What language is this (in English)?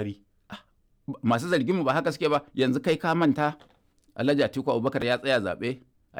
Hausa